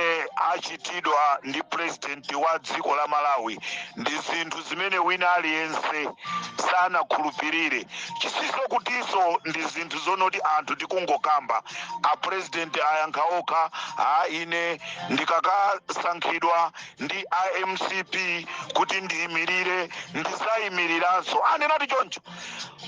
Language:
Nyanja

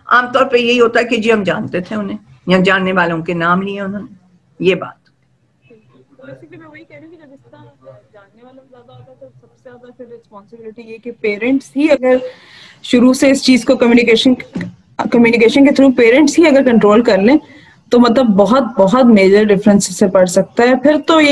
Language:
Urdu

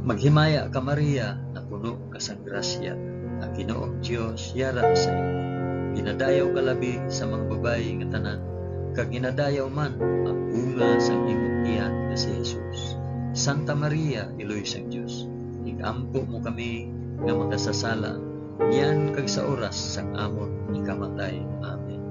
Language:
Hiligaynon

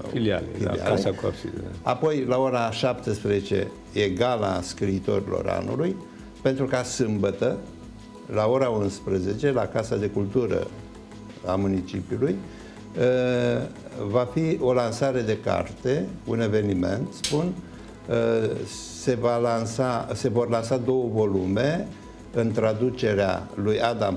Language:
Romanian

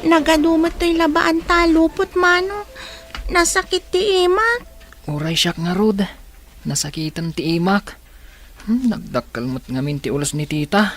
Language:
Iloko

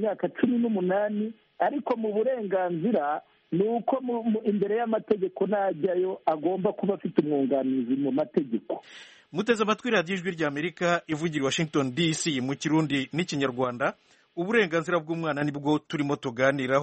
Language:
Kinyarwanda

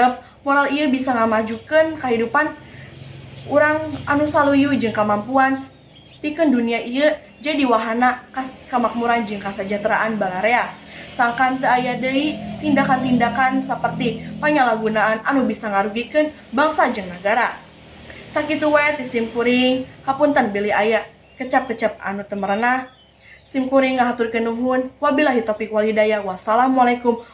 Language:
Sundanese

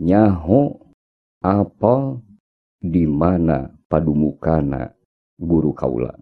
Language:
Sundanese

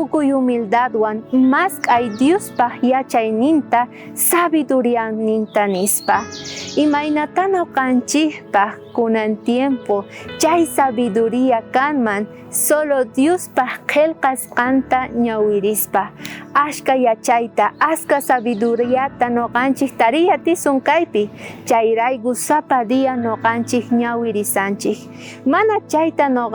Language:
South Bolivian Quechua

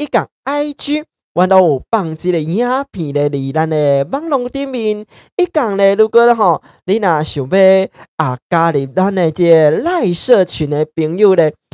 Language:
Min Nan Chinese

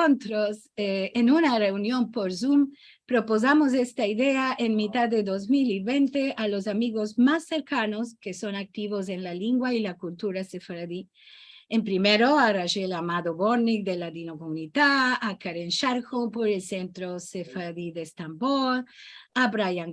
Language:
Ladino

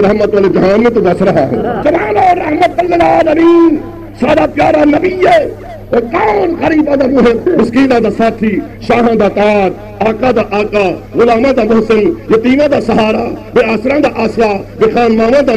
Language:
Saraiki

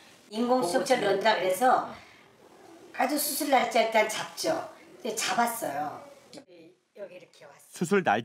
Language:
Korean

